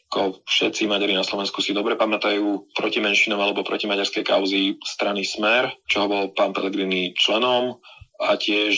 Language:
Slovak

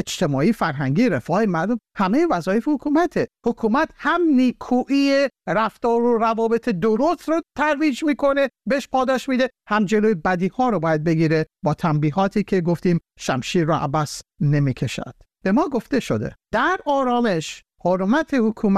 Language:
Persian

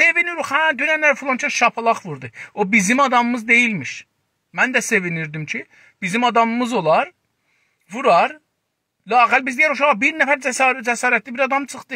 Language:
South Azerbaijani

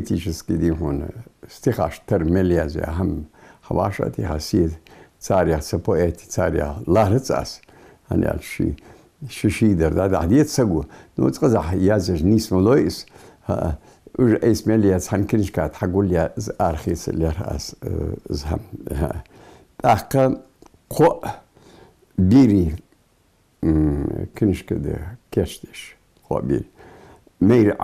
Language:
Ingush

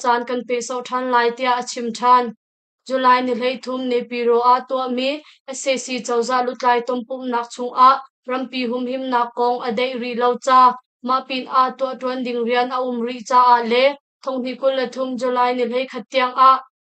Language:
Hakha Chin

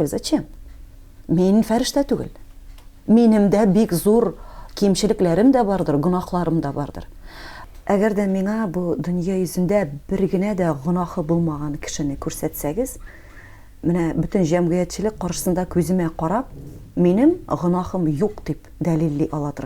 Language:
Tatar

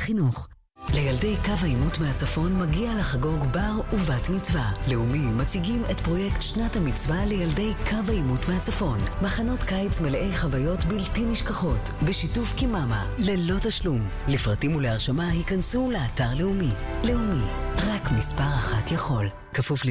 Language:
Hebrew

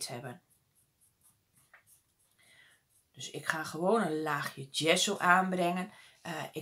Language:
Dutch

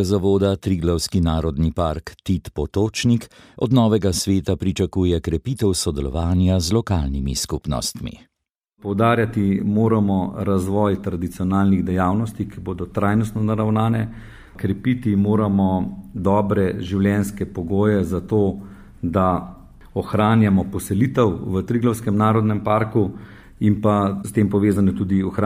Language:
Slovenian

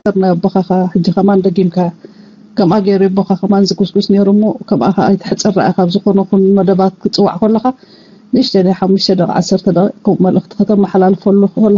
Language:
Tigrinya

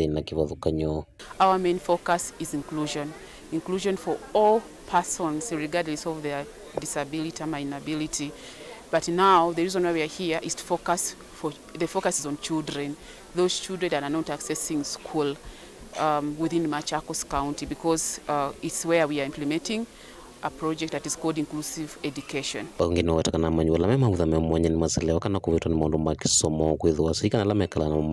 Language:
Kamba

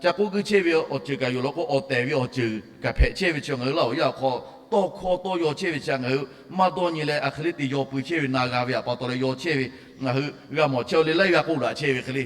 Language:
Lahu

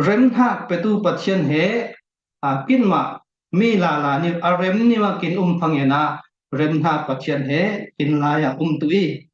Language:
Falam Chin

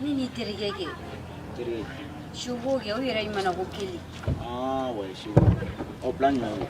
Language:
Bambara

